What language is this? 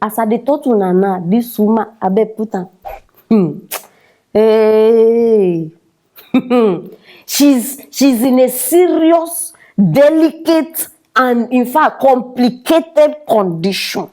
Nigerian Pidgin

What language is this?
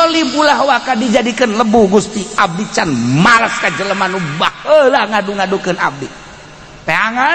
Sundanese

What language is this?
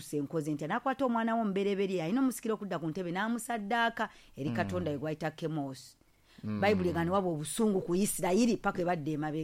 Ganda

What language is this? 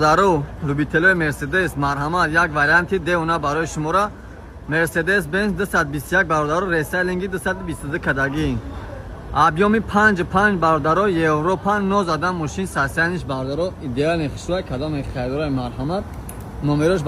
Tajik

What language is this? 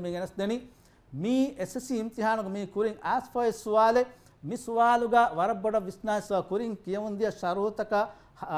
Divehi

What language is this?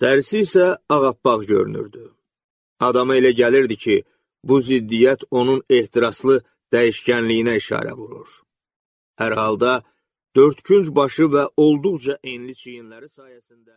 Azerbaijani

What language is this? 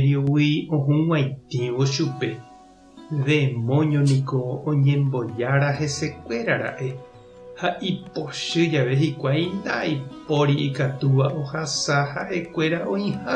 Guarani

